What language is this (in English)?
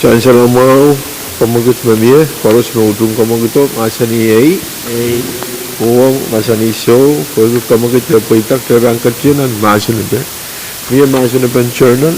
Pohnpeian